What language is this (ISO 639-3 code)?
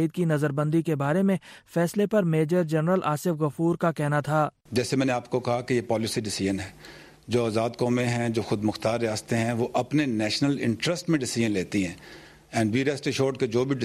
urd